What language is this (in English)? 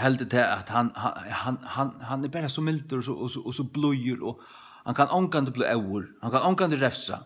Faroese